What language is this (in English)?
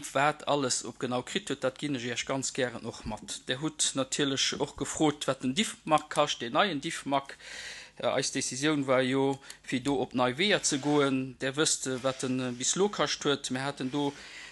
Luxembourgish